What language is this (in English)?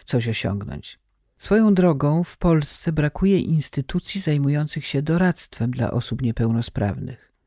Polish